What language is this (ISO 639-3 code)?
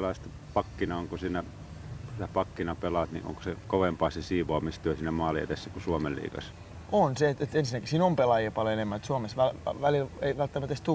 fin